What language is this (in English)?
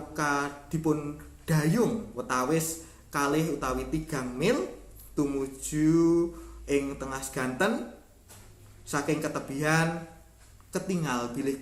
Javanese